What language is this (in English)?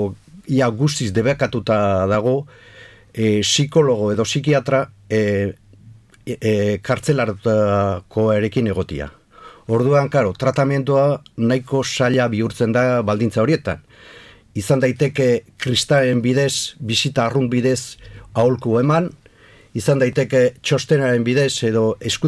Basque